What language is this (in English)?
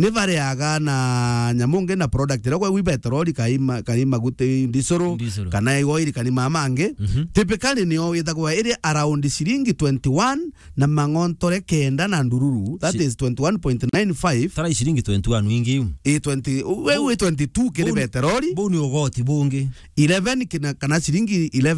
Meru